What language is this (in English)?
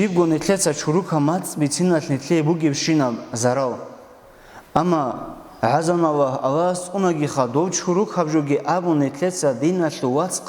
Avaric